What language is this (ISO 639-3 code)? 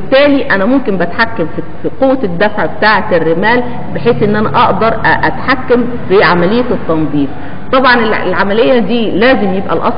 arz